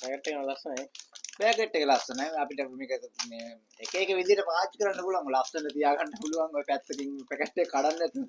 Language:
Sinhala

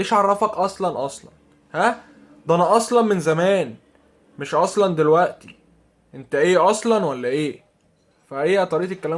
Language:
Egyptian Arabic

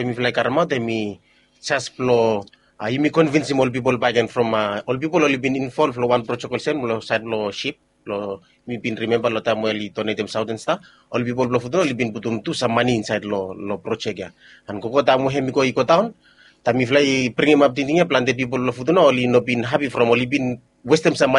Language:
Bislama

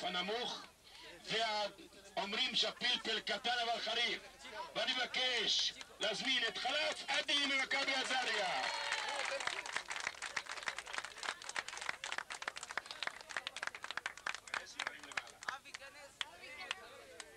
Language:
Hebrew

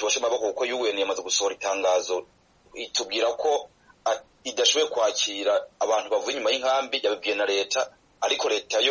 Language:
Kinyarwanda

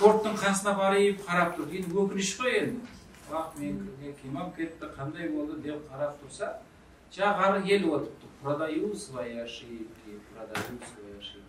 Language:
Kara-Kalpak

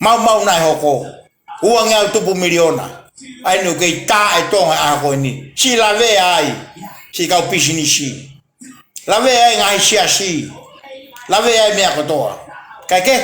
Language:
Tongan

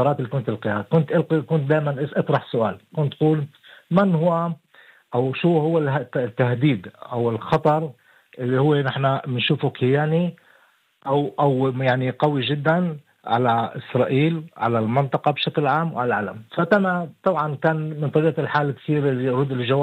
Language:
North Levantine Arabic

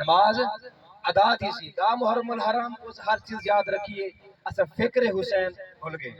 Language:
Saraiki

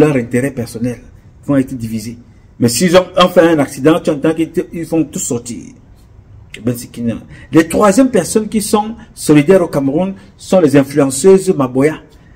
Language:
French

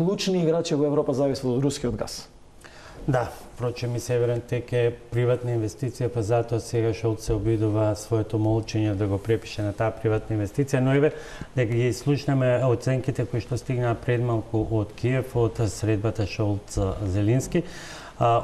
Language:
Macedonian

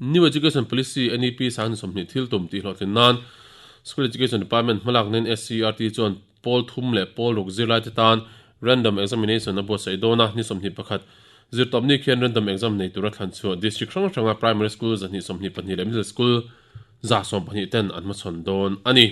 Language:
Mizo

